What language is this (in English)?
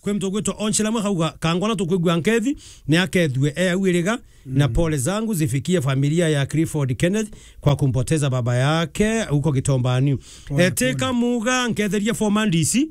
Meru